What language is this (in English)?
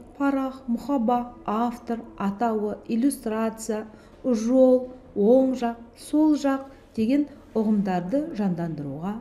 Kazakh